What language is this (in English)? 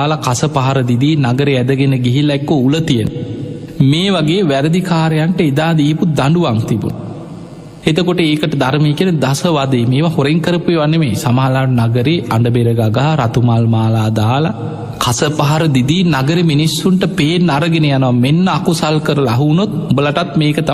Sinhala